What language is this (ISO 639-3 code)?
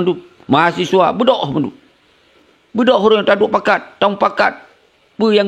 ace